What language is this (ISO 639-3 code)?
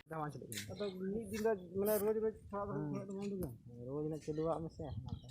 sat